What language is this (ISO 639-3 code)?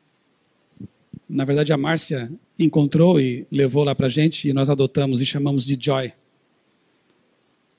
por